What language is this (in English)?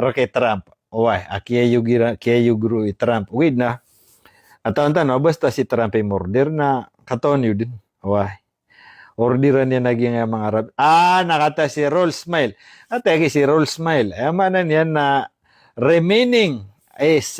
Maranao